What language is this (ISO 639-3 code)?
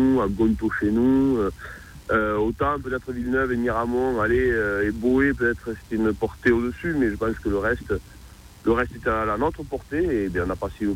fra